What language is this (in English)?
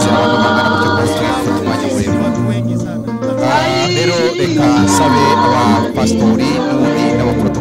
Kinyarwanda